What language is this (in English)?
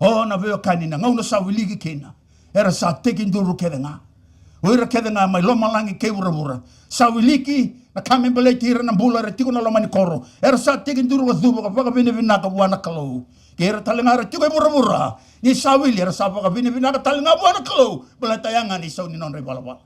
Fijian